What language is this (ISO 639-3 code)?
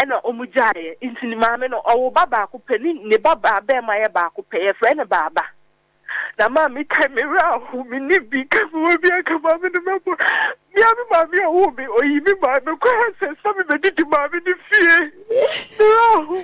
aka